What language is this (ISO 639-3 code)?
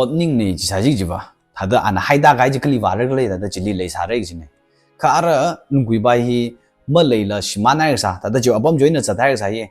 nmf